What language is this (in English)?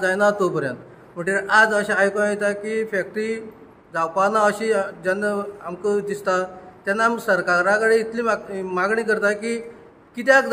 Konkani